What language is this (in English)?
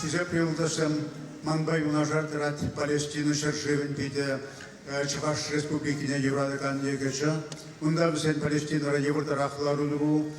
Chuvash